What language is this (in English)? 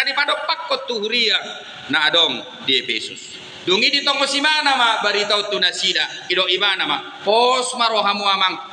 Batak Toba